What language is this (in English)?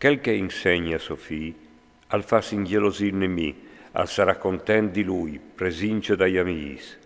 Friulian